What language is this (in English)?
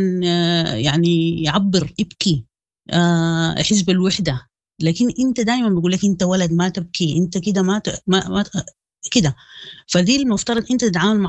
Sudanese Arabic